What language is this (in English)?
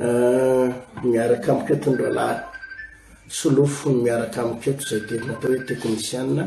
Malagasy